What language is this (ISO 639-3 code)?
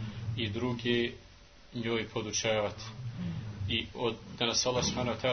bos